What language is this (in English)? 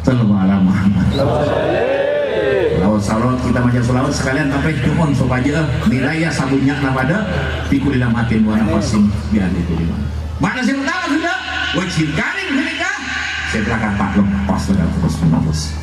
Madurese